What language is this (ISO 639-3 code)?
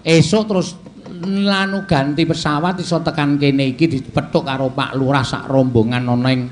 jav